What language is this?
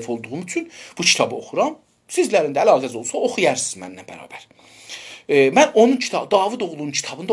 South Azerbaijani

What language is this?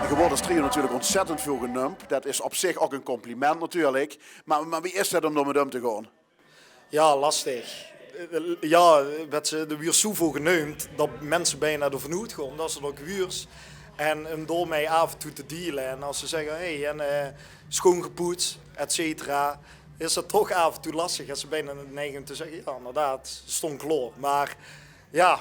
Limburgish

